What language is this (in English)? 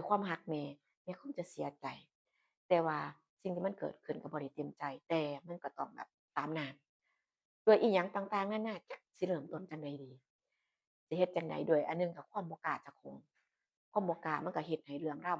Northeastern Thai